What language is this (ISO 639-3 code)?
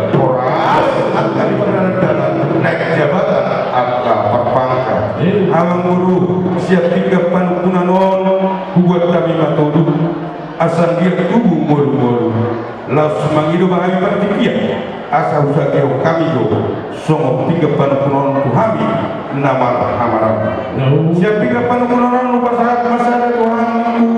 bbc